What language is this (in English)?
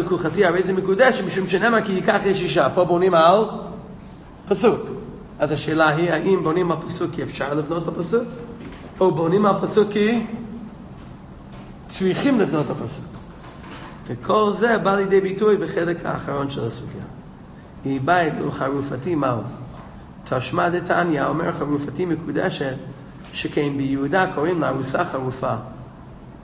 Hebrew